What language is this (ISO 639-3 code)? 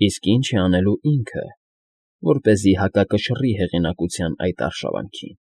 hye